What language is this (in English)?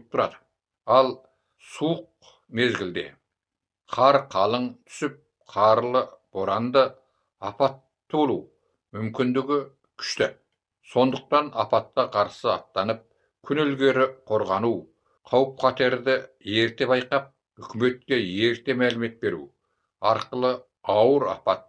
Kazakh